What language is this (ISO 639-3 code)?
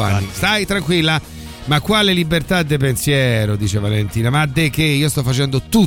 ita